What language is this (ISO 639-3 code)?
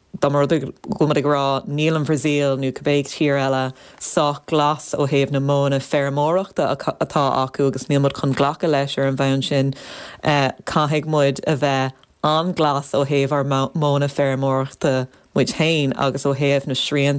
gle